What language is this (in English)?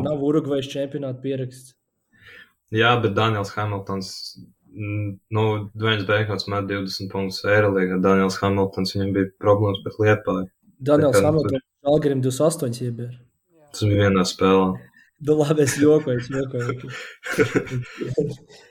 Latvian